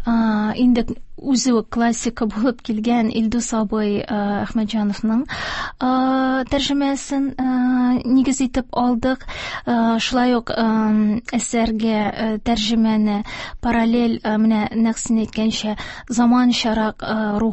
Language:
Tatar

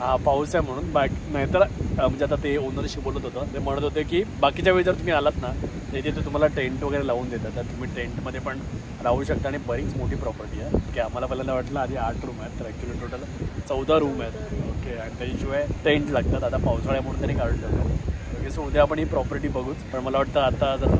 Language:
Marathi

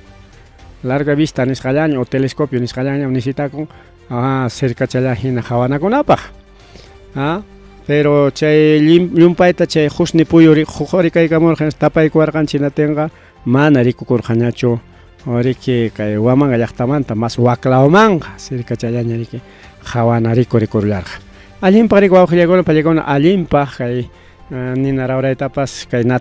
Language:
Ayacucho Quechua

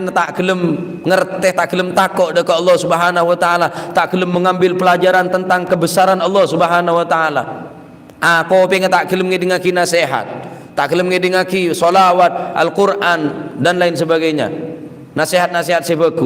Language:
Madurese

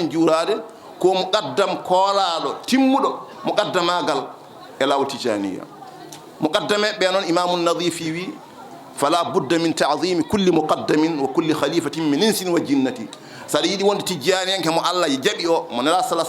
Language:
Fula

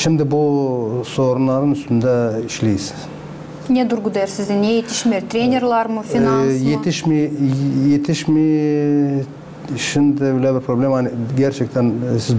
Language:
Gagauz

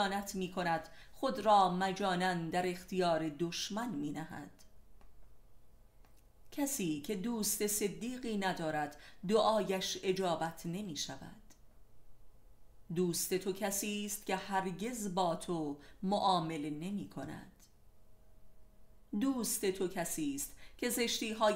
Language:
Persian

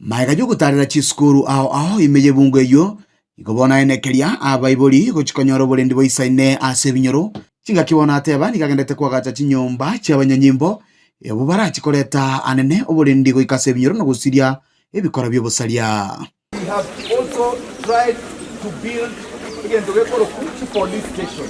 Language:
Gusii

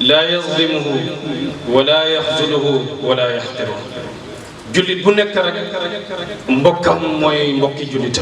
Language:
Wolof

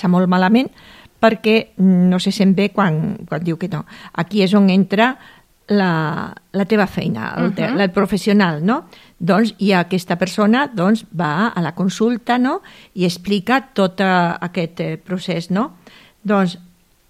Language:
Catalan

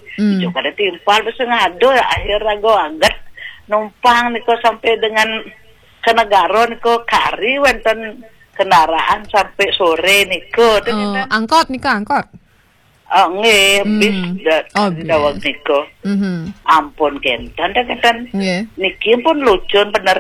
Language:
Balinese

